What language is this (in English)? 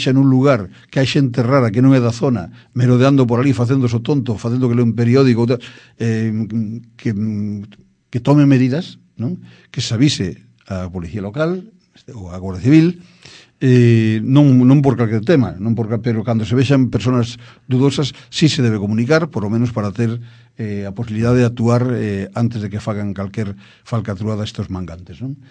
Galician